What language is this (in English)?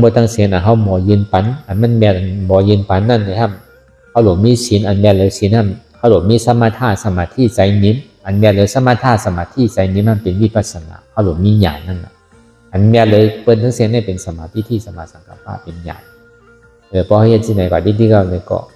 Shan